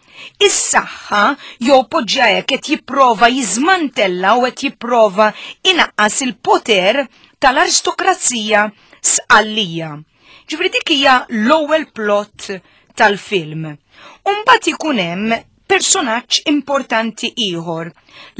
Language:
Maltese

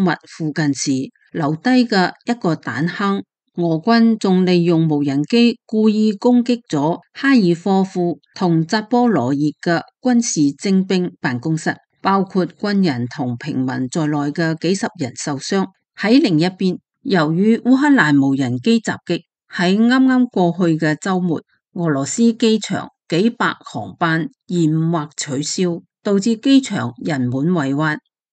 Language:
Cantonese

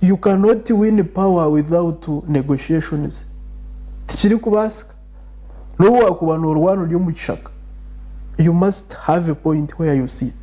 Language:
Nyankole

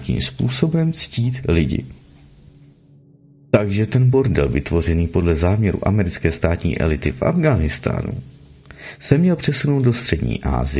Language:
Czech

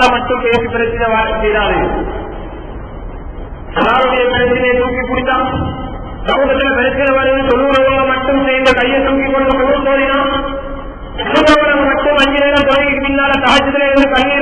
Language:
Tamil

